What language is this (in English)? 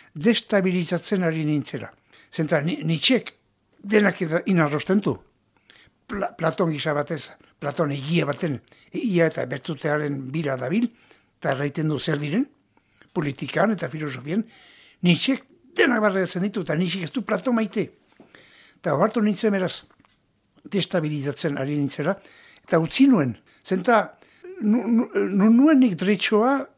Basque